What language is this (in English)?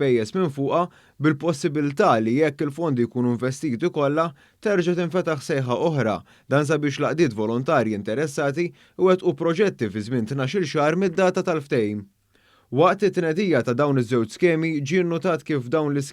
Maltese